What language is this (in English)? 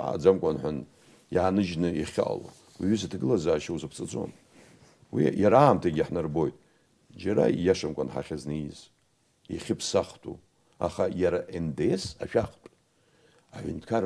Abkhazian